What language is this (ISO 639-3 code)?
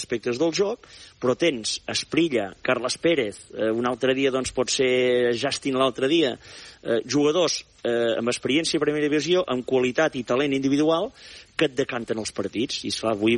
cat